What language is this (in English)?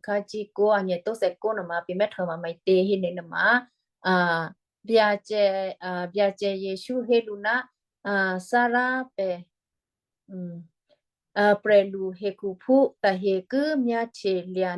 Western Kayah